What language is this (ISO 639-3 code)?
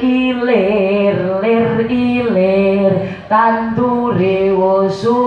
jav